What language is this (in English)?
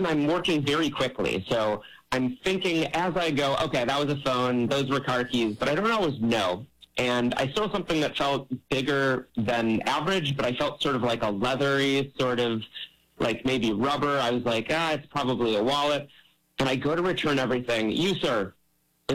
English